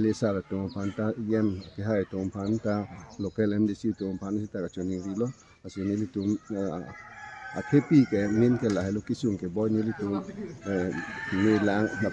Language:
Karbi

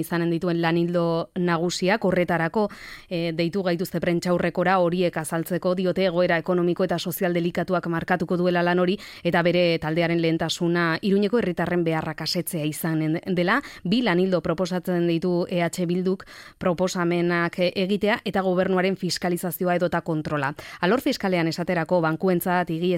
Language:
Basque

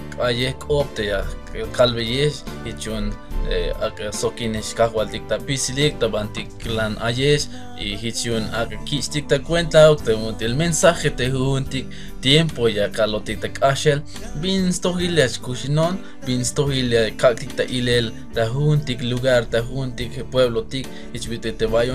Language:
Tzeltal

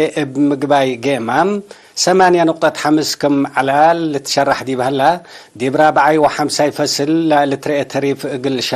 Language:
Tigre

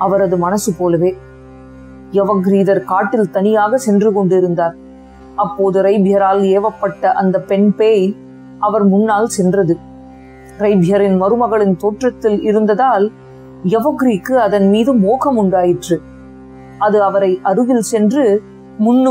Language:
Tamil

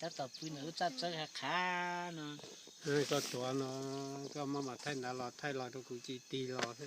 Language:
Hmong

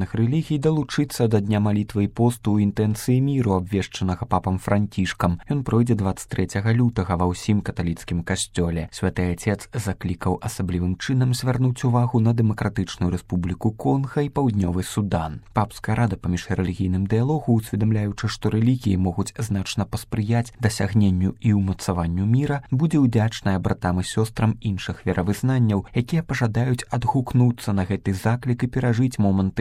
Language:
Belarusian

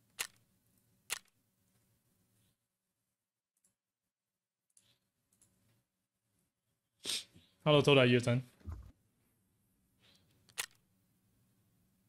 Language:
Chinese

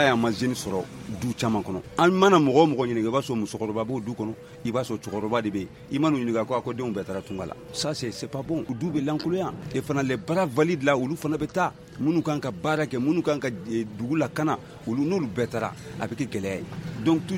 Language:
Bambara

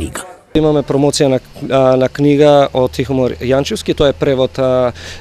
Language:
Macedonian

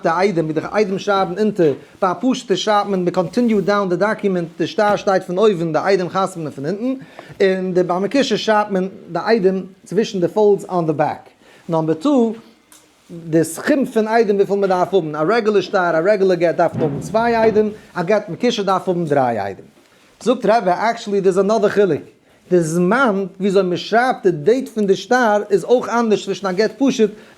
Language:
Yiddish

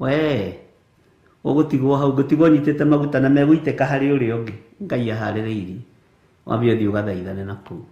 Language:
Kikuyu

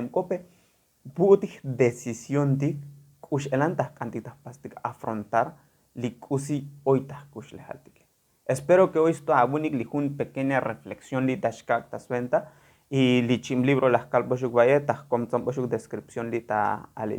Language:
Tzotzil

